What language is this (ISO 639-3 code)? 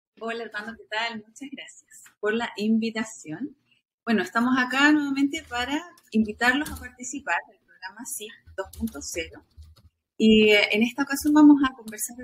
spa